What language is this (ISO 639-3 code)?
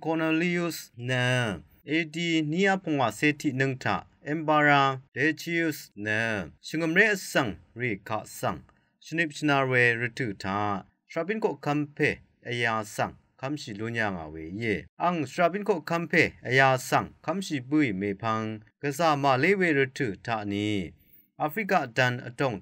raw